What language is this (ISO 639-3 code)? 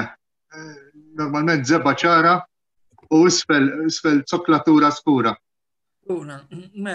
mlt